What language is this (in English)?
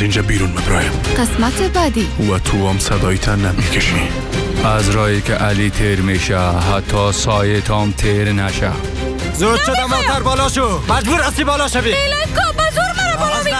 Persian